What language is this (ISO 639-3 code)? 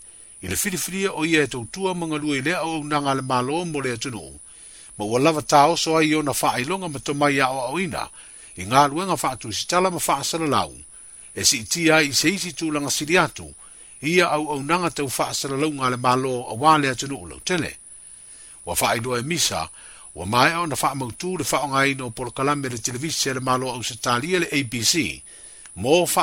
smo